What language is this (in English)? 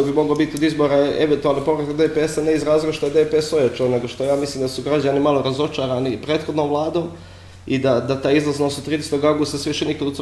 Bosnian